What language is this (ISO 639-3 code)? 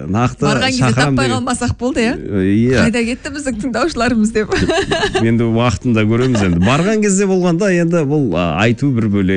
kaz